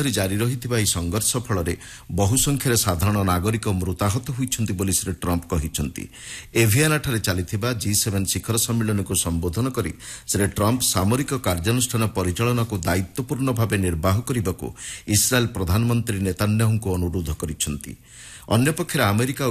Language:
Odia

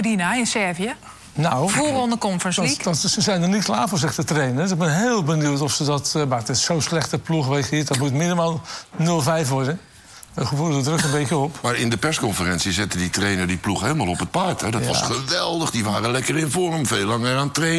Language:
Dutch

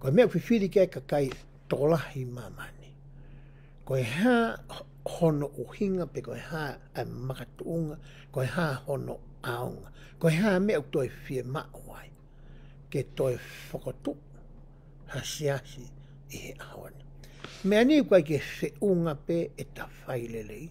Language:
Tongan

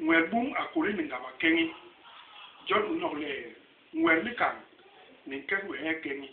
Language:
Basaa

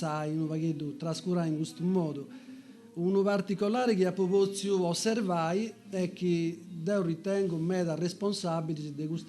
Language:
Sardinian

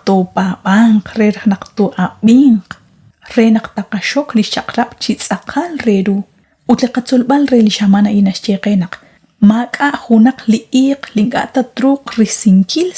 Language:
Kekchí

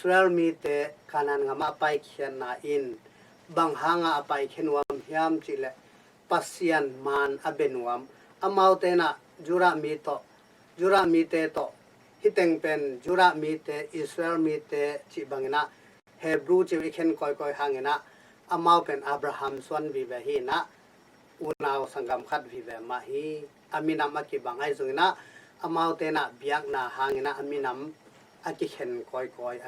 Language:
Tedim Chin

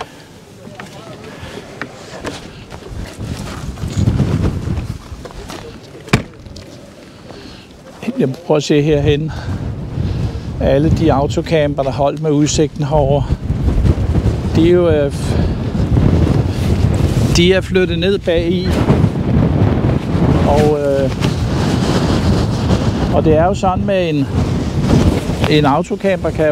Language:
Danish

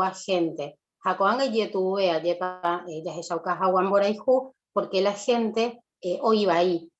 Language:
Guarani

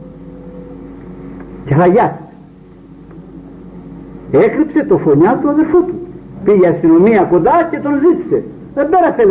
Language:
Greek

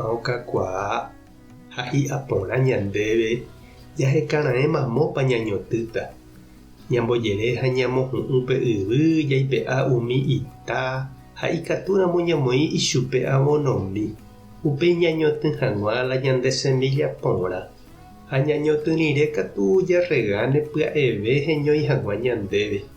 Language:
Guarani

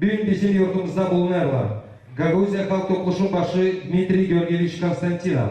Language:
Gagauz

